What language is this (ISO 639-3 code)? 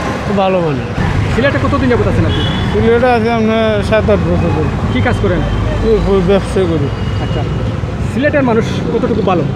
syl